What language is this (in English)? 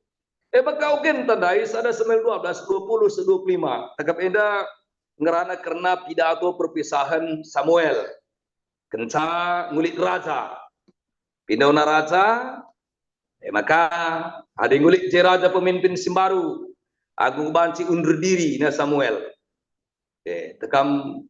Batak Karo